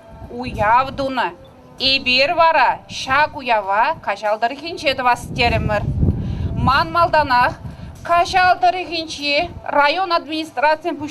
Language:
Chuvash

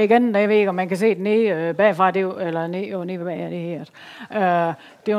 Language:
Danish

